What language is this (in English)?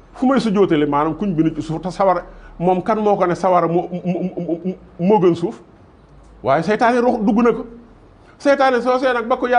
Wolof